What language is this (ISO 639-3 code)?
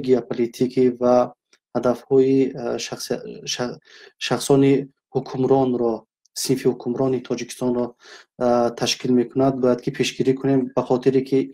tgk